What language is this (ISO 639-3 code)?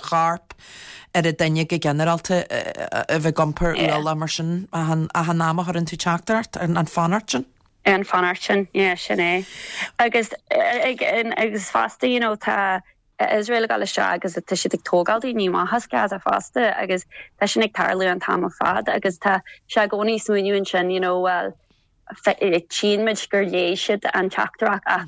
gle